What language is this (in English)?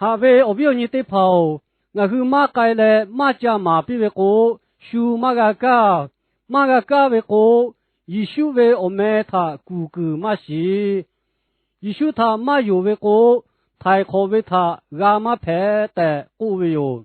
Lahu